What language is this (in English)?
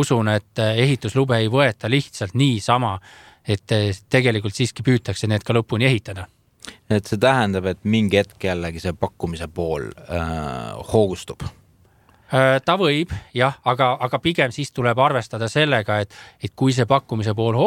Estonian